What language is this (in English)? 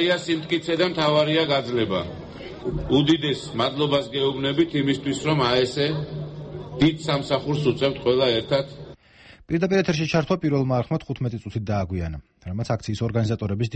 Georgian